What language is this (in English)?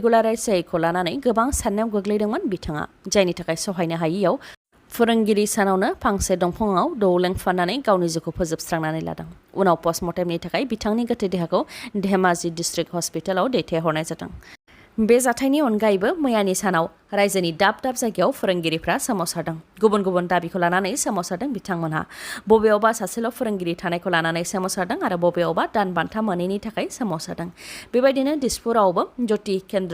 Bodo